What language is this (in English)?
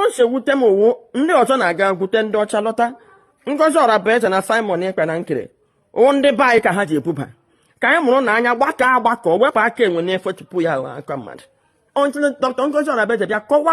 Igbo